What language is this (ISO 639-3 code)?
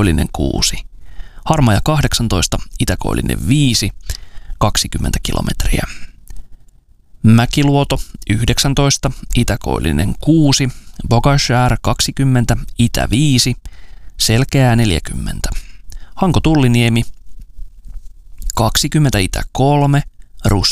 fin